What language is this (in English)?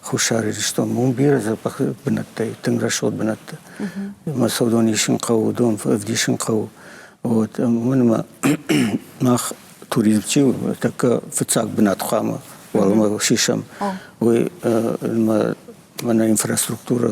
Ossetic